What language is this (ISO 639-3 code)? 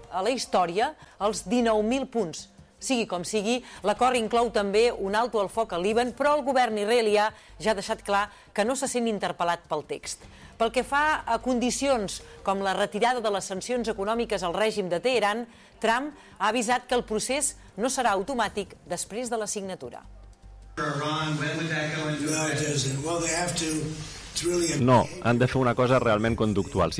cat